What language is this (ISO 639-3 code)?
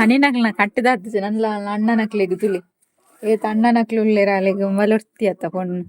tcy